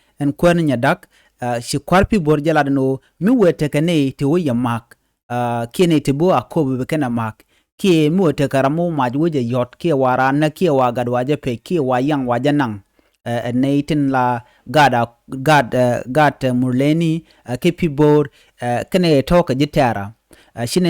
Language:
Nuer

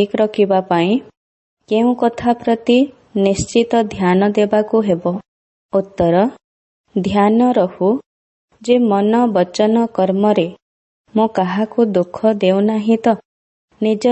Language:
Odia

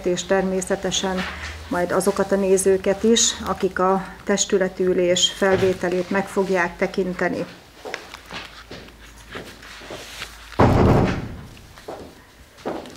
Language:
Hungarian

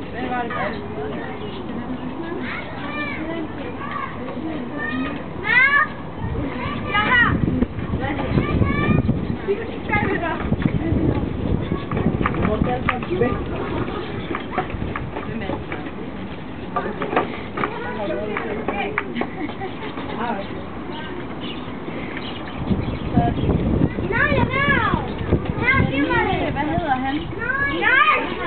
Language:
Danish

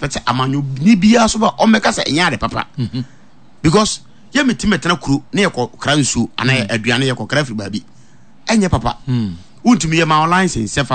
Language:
Akan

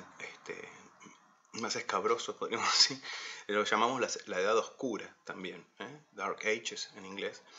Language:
Spanish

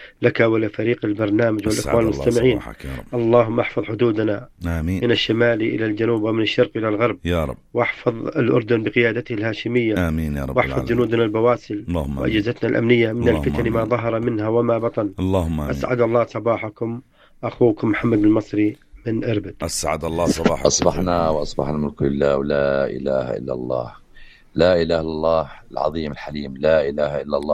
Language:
North Levantine Arabic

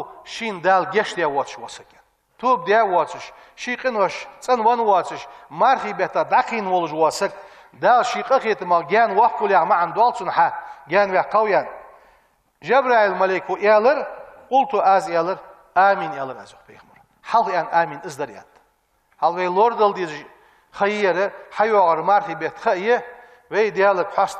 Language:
Ingush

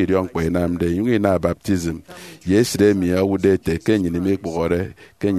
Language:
Efik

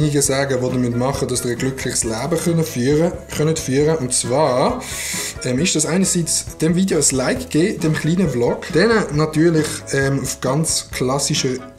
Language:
Swiss German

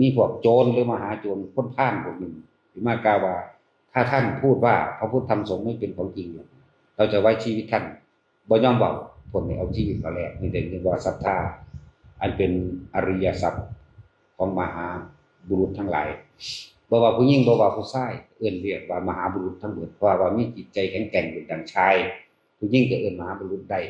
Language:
Northeastern Thai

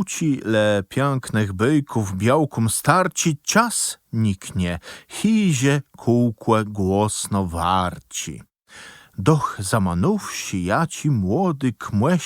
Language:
Kashubian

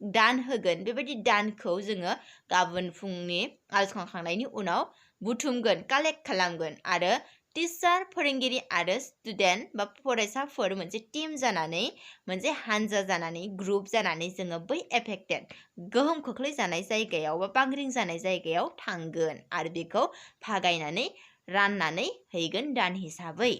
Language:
Bodo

